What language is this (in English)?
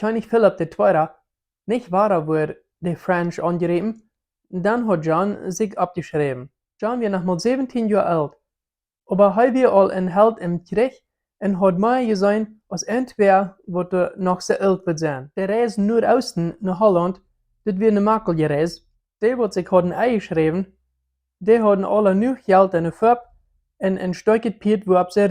Plautdietsch